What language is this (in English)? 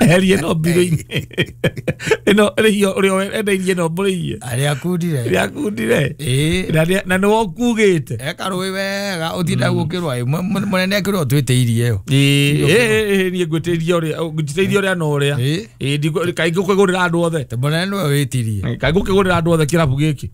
Kikuyu